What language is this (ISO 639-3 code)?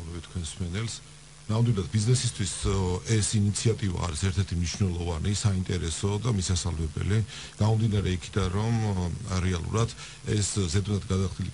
kat